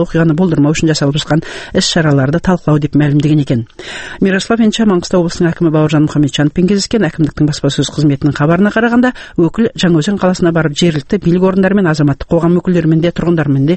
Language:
Kazakh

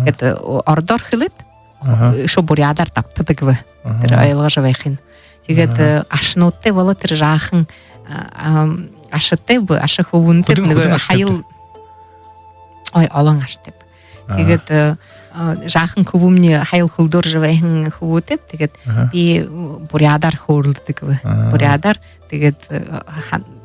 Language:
Buriat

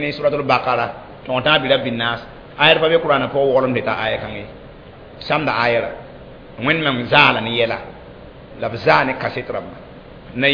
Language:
Mossi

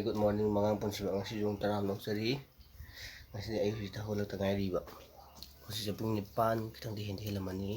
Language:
Manipuri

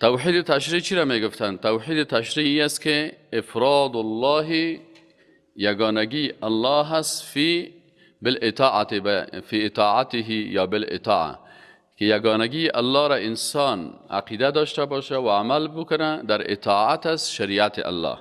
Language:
Persian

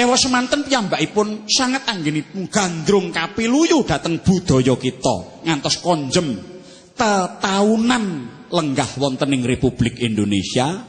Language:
Javanese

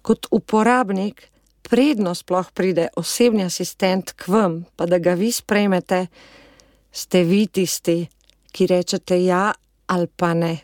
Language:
Slovenian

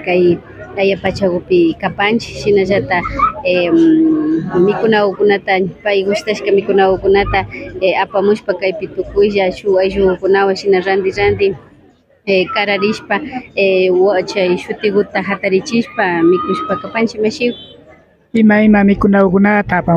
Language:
Imbabura Highland Quichua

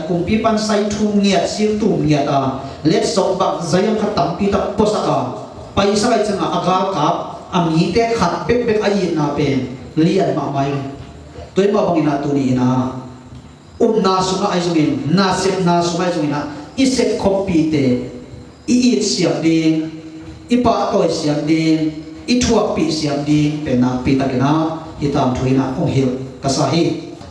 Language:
Tedim Chin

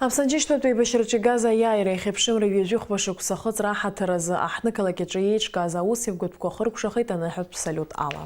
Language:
Abkhazian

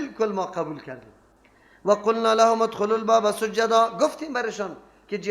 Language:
Persian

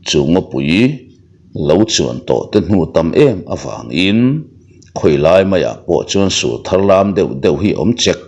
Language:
Mizo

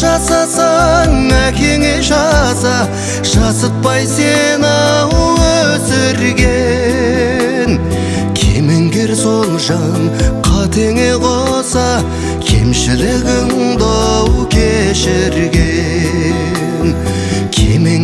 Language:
Kazakh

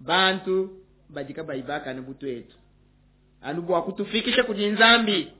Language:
Luba-Lulua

